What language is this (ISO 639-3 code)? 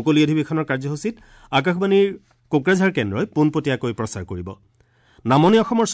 asm